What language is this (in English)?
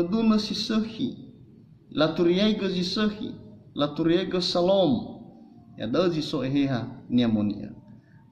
Nias